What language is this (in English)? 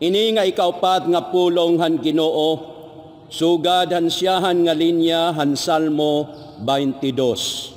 Waray